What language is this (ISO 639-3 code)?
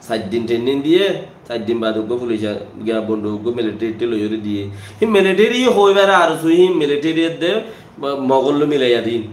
rhg